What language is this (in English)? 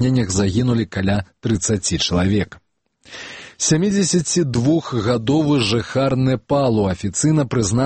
Belarusian